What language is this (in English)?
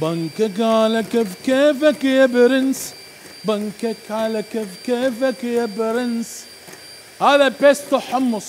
Mesopotamian Arabic